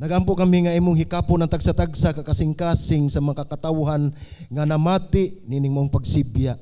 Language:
Cebuano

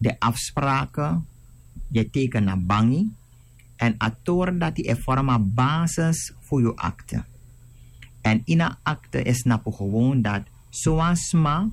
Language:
Sranan Tongo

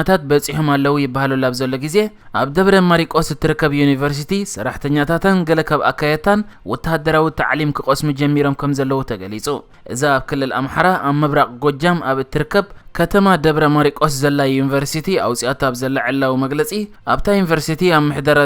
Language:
Tigrinya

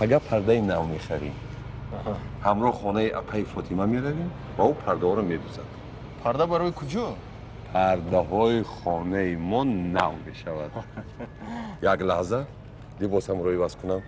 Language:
Tajik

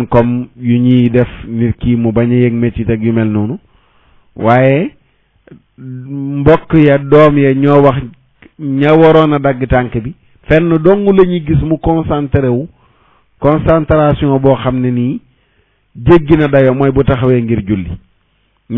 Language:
Wolof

